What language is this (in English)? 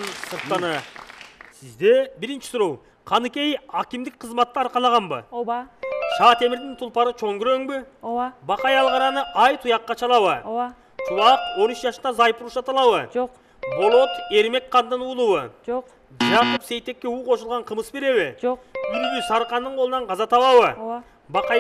Kyrgyz